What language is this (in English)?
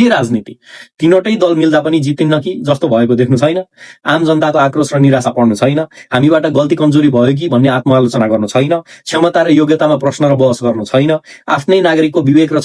Nepali